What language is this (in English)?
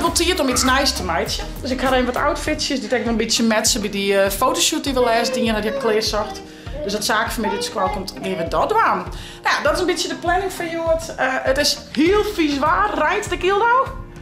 Western Frisian